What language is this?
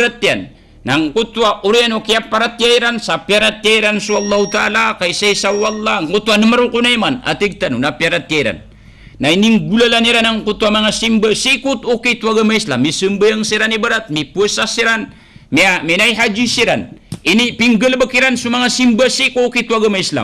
Maranao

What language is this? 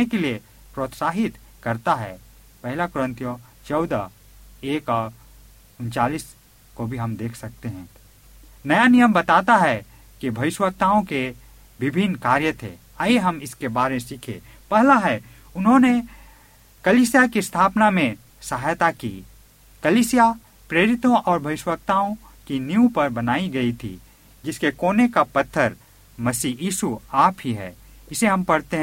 Hindi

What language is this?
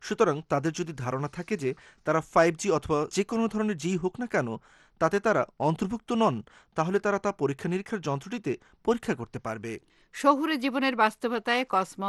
Bangla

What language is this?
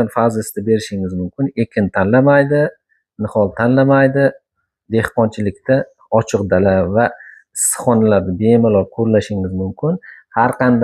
Uzbek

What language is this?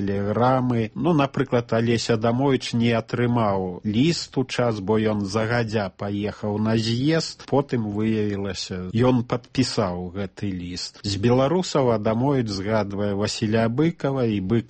Belarusian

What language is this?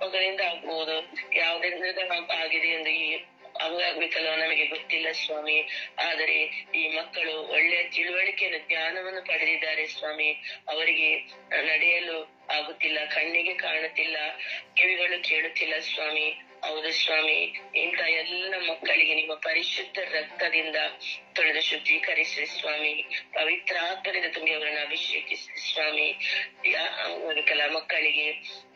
Kannada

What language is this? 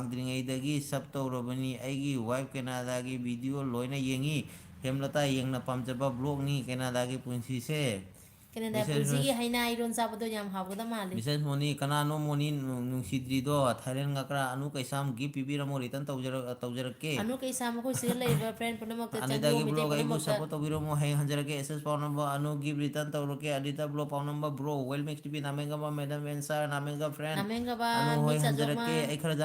Manipuri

